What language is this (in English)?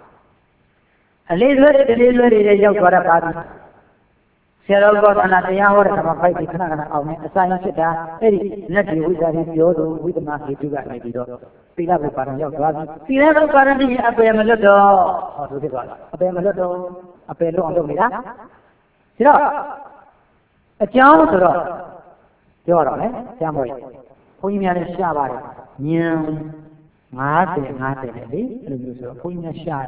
Burmese